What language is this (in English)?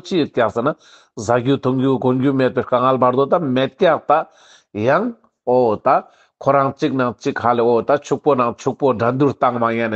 Ladakhi